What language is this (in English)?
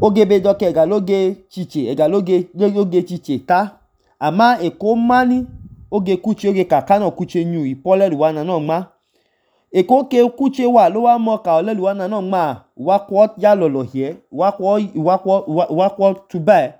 Idoma